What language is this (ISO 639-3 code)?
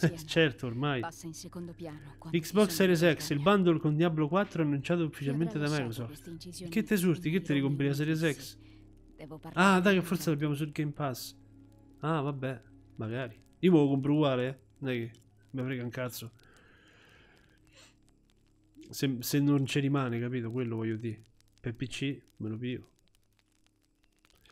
ita